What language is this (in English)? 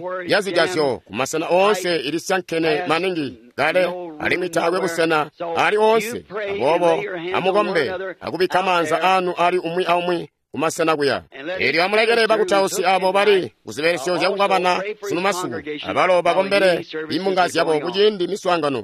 Tonga (Zambia)